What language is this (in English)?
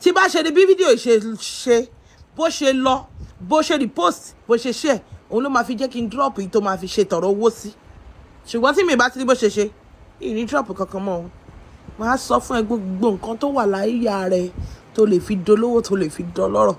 Yoruba